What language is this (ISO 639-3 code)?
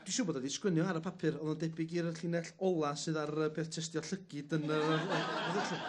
cym